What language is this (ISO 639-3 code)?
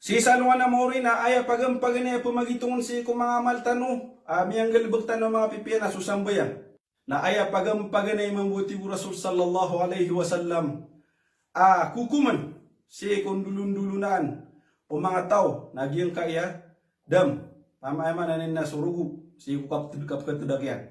mrw